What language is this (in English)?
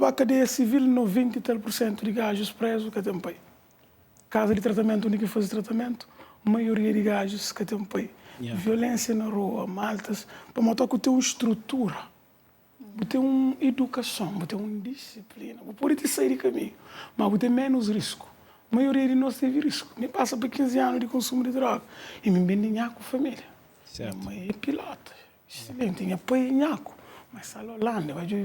Kabuverdianu